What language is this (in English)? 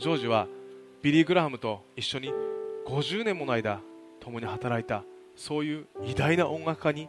Japanese